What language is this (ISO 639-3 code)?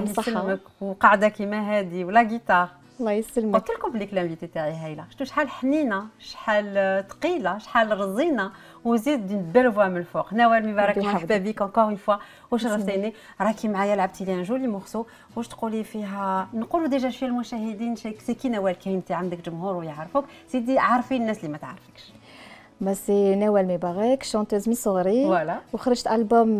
arq